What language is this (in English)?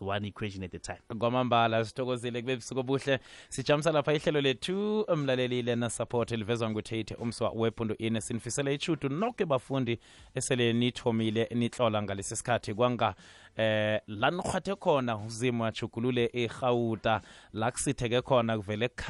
South Ndebele